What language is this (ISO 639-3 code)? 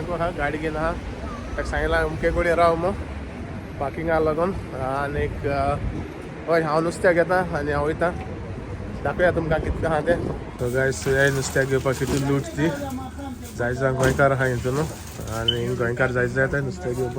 kok